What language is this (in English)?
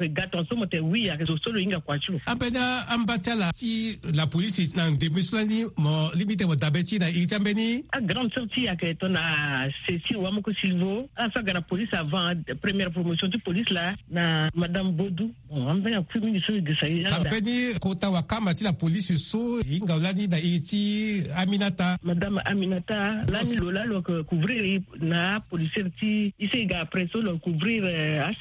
Sango